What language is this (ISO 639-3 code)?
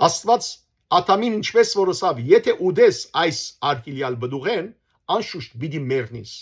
hyw